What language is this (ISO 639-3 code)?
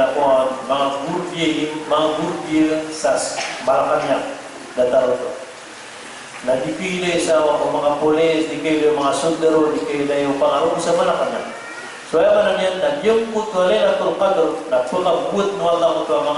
mrw